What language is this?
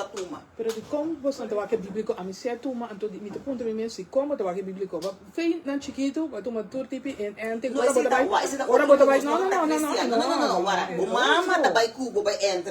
Papiamento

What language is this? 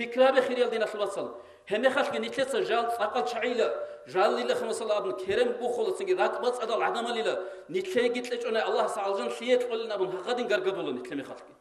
Avaric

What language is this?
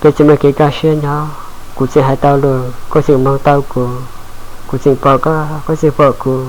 Hmong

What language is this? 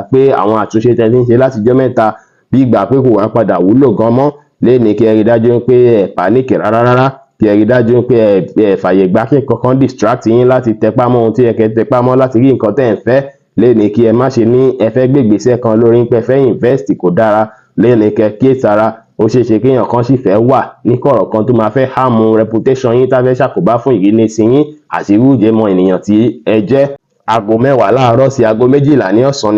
Yoruba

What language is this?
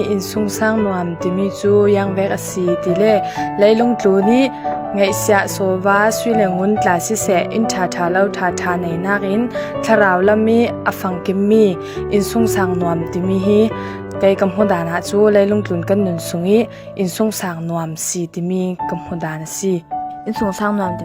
Falam Chin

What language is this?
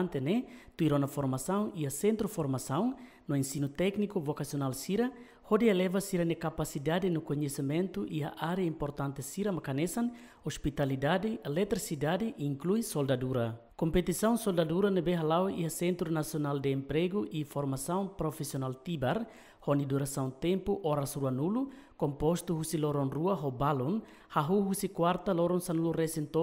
Tetum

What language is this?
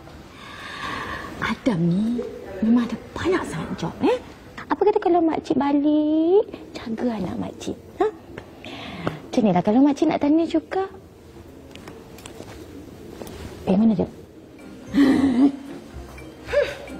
Malay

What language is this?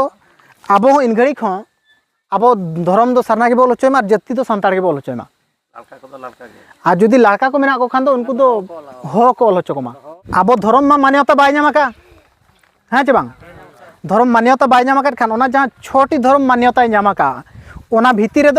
Santali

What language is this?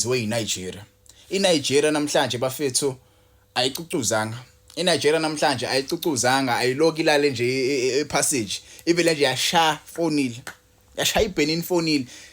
Zulu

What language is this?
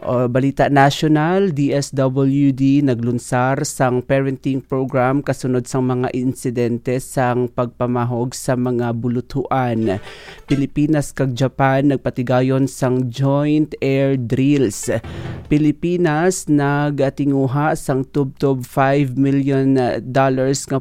Hiligaynon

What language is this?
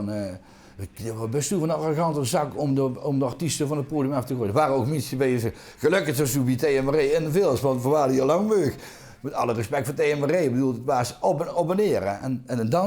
Limburgish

